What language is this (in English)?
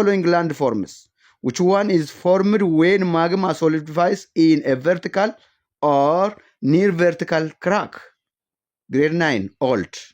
English